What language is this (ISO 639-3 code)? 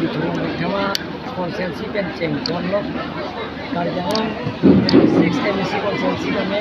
mjw